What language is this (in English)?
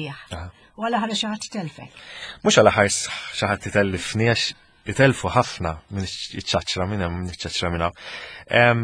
Maltese